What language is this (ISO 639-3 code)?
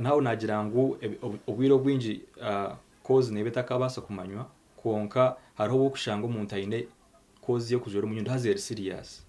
nyn